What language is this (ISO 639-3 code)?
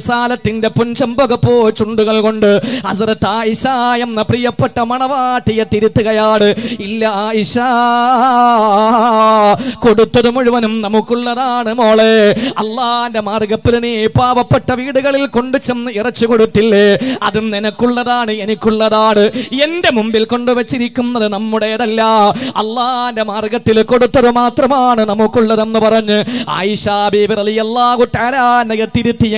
mal